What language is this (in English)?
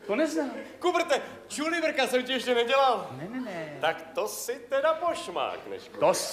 Czech